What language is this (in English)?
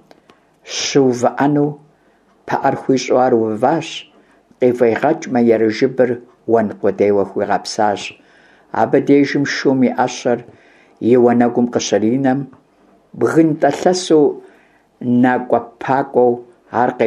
Kabardian